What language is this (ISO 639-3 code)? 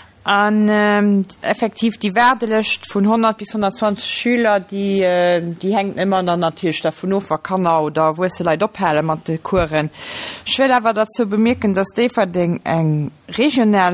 ltz